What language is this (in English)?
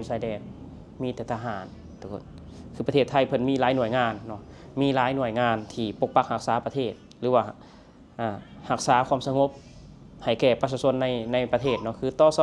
Lao